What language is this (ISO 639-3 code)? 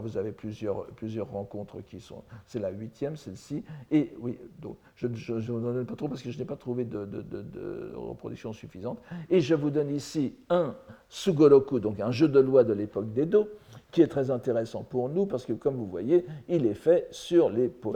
fra